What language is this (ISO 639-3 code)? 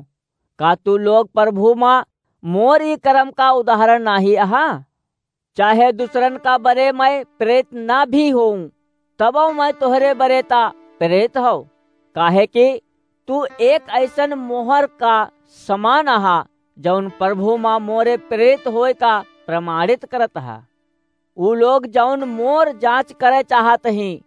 awa